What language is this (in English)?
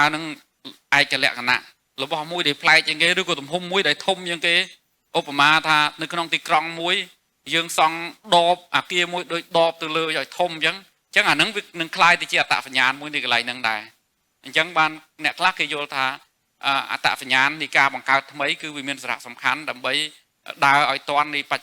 Khmer